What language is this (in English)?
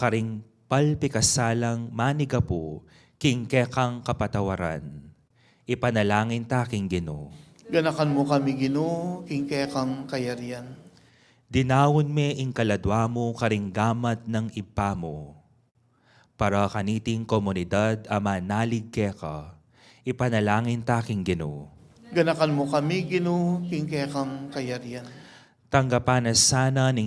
Pampanga